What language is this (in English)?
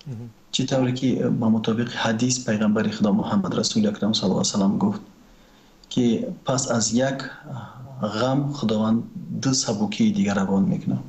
Tajik